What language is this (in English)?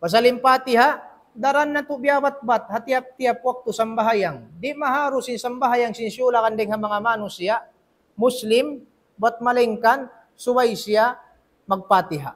Tausug